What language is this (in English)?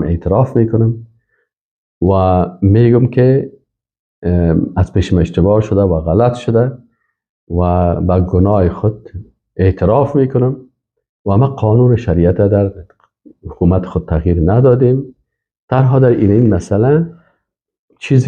Persian